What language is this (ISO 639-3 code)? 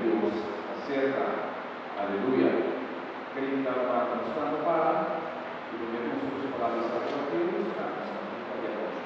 pap